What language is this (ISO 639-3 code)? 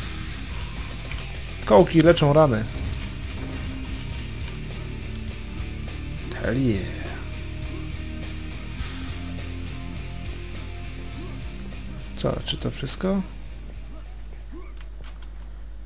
pol